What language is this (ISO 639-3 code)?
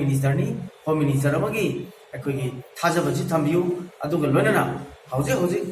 mni